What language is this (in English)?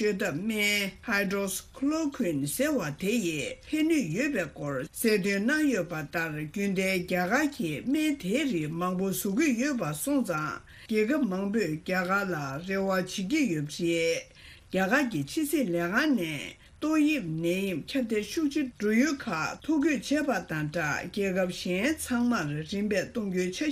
Tibetan